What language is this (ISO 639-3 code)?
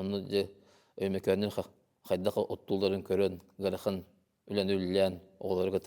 sah